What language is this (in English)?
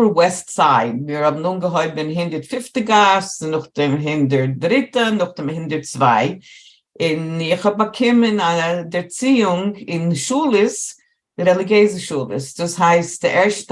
Yiddish